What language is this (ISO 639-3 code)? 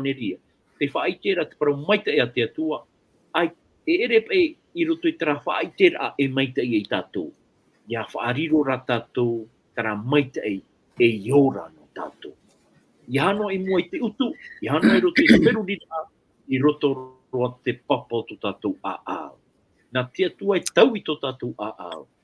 tah